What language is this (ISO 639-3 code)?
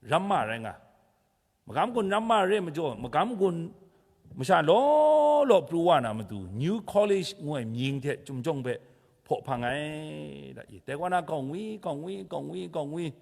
kac